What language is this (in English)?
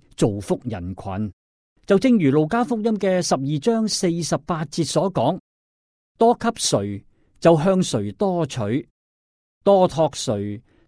Cantonese